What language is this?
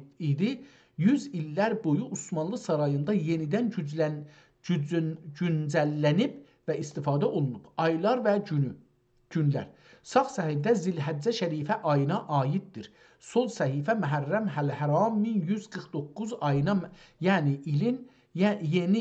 South Azerbaijani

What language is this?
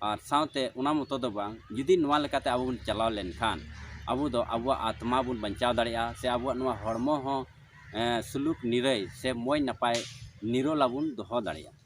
Santali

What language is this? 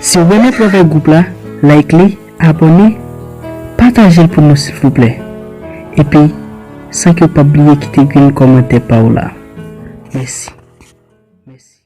Haitian Creole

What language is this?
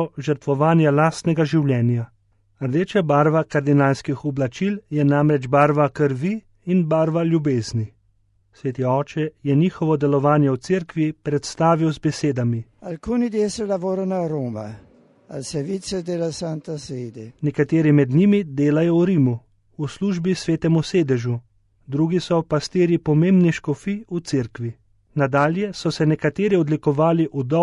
Slovenian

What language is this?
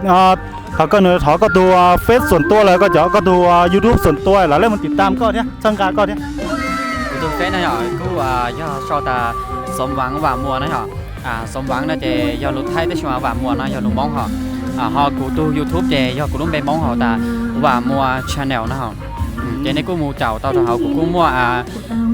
Hmong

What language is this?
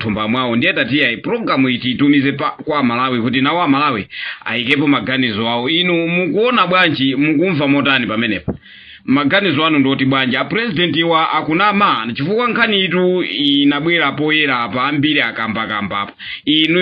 Nyanja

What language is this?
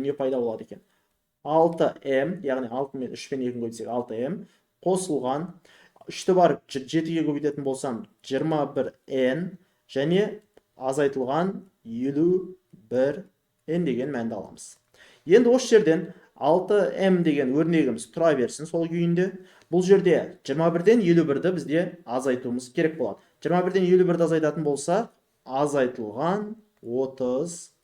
Kazakh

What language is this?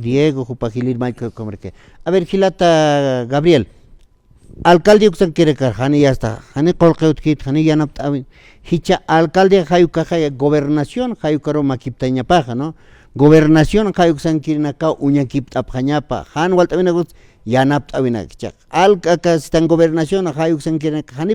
Aymara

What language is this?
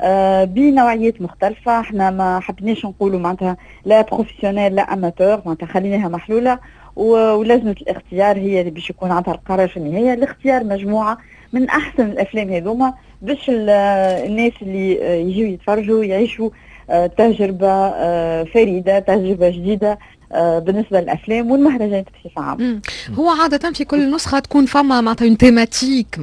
Tunisian Arabic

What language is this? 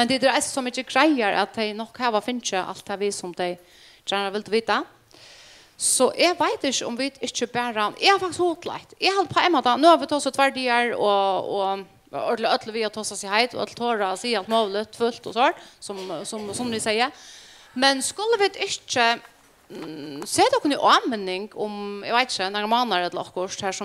Faroese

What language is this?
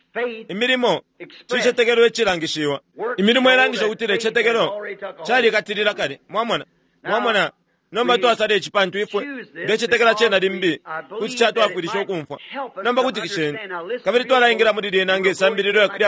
Bemba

